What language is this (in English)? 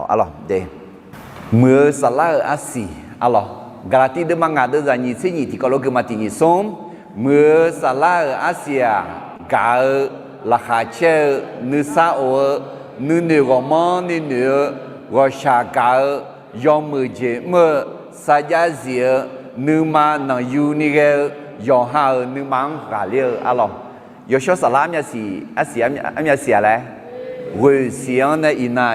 Akha